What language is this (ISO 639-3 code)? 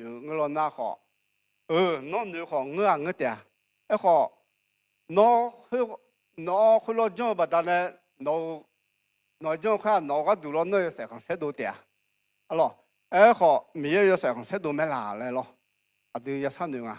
ahk